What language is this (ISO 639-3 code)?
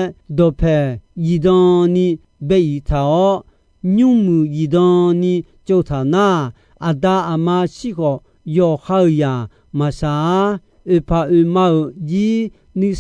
ahk